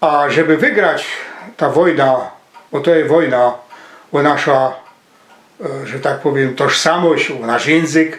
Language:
Silesian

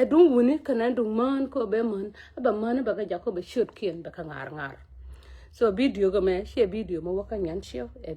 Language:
Nuer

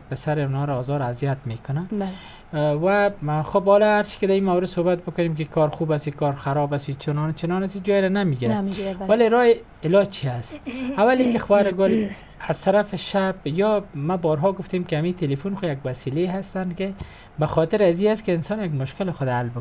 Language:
Persian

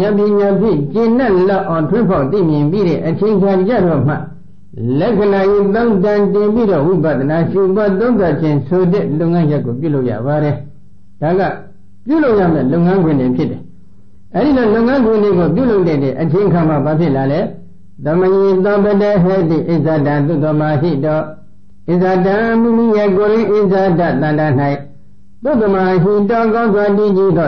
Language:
Burmese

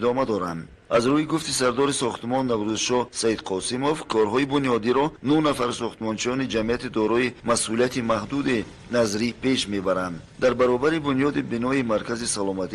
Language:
Tajik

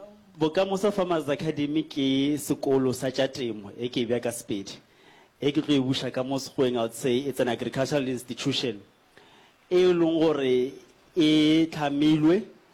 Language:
Northern Sotho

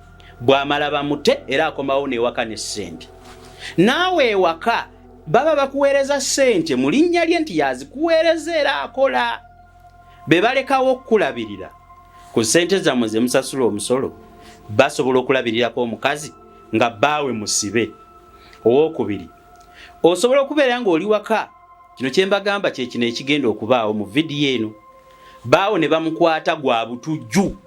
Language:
Ganda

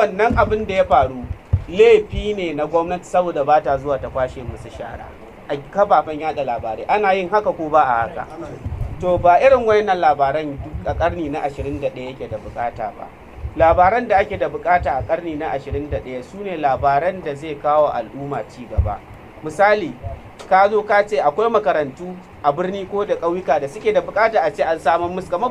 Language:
Hausa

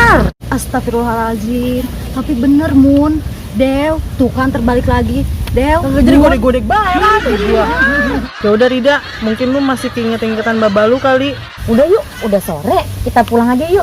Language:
Betawi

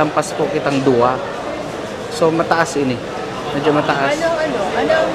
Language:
Bikol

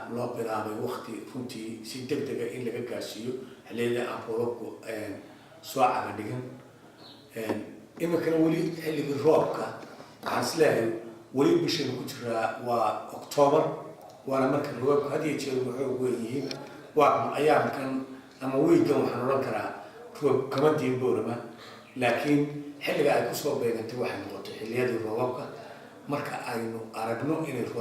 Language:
Somali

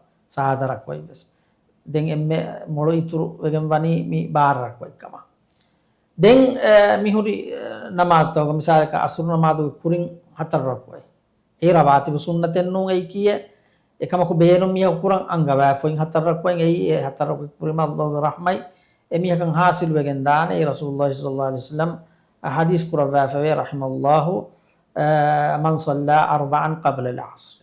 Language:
Divehi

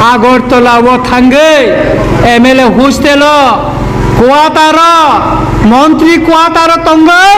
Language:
Kok Borok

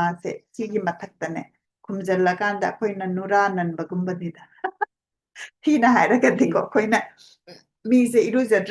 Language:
Manipuri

